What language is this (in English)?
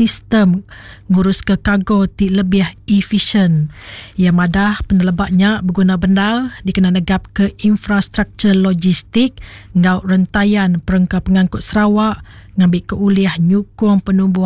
Iban